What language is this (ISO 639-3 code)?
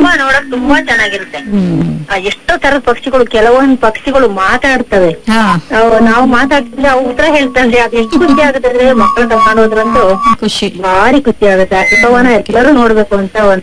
kan